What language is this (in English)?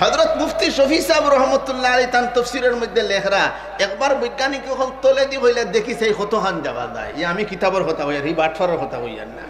Sylheti